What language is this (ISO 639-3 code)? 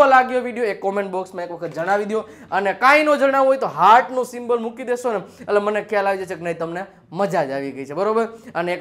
guj